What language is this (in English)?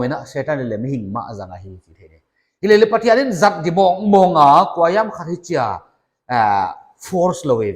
Paite Chin